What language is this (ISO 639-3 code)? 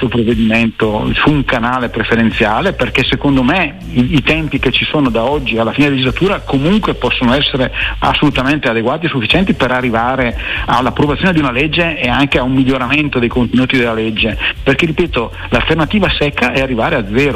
ita